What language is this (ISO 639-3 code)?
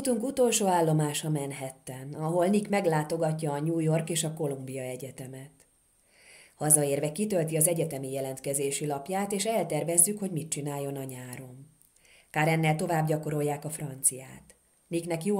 hun